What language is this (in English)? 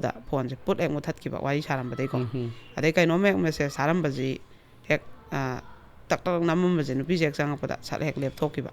Manipuri